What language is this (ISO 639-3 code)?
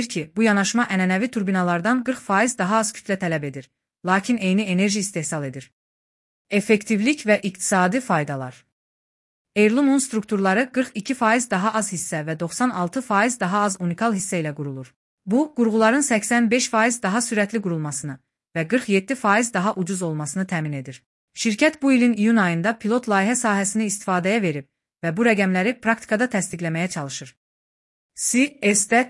aze